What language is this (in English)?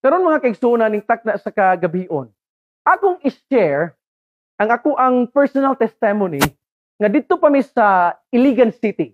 Cebuano